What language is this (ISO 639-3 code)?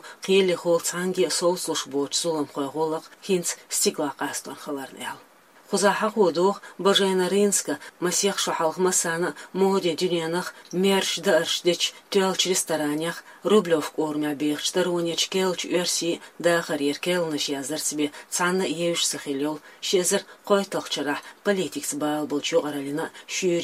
che